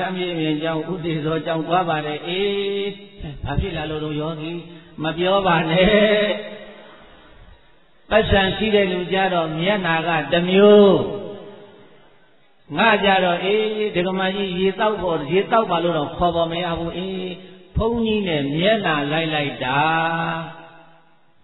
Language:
Burmese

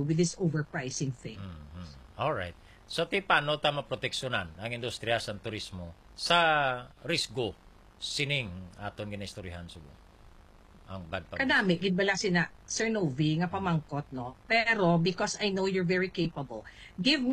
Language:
Hiligaynon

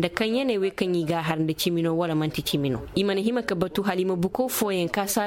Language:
Koyraboro Senni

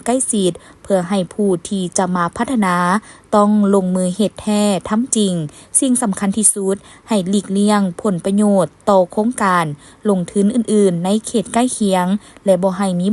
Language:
Lao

